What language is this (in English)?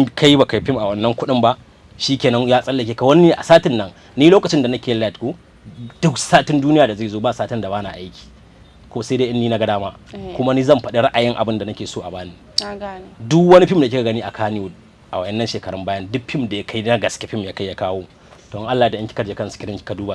Hausa